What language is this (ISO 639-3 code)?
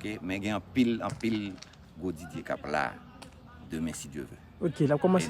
hat